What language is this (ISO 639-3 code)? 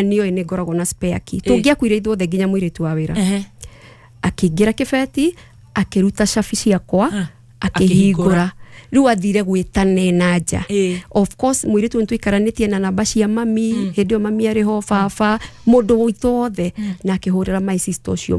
kik